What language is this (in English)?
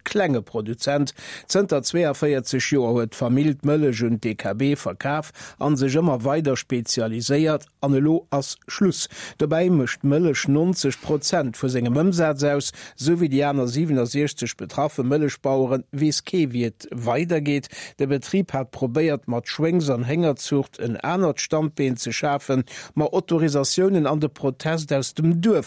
Luxembourgish